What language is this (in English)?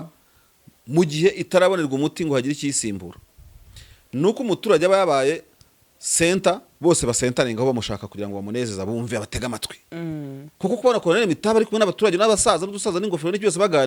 Kinyarwanda